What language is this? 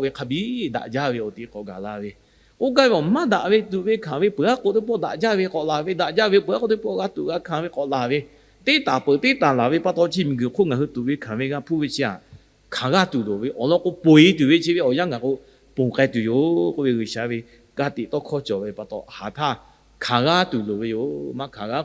Lahu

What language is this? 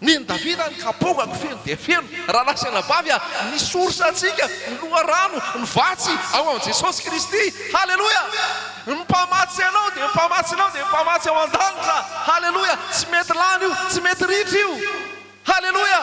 Malagasy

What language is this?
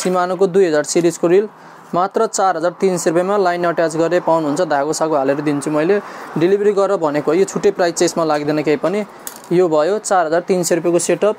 Nepali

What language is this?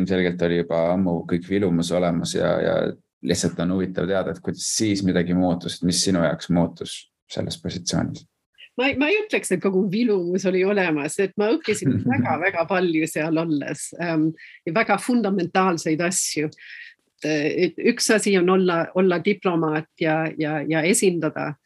Estonian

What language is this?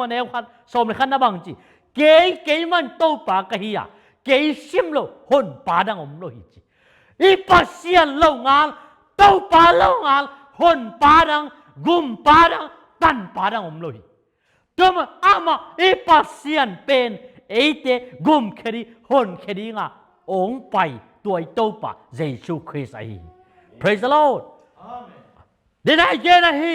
Tedim Chin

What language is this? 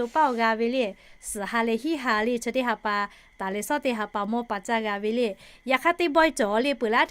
Lahu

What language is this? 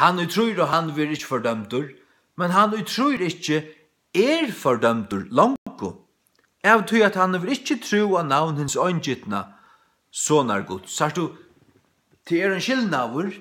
Faroese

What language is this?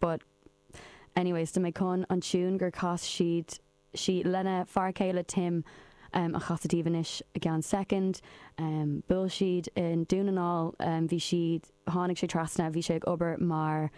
Irish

